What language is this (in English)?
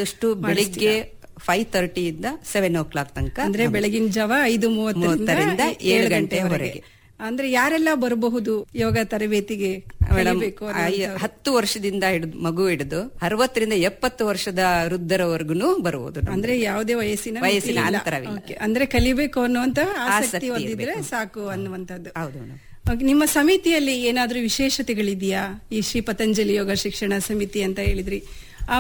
Kannada